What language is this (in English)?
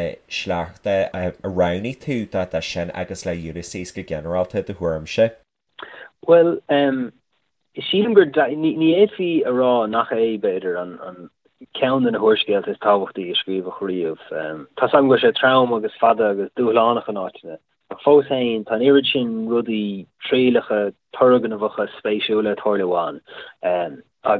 Irish